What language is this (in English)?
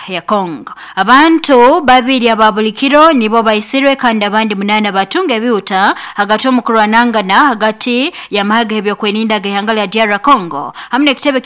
Nyoro